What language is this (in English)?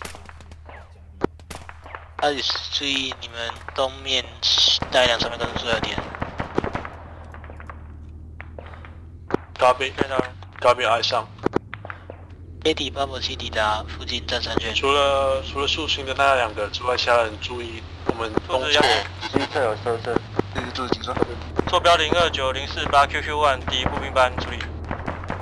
Chinese